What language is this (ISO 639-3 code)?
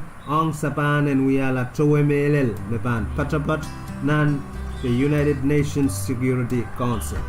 pon